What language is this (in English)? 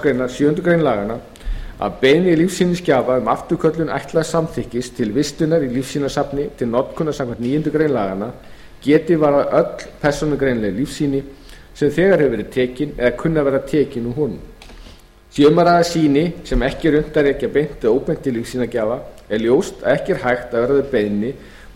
Icelandic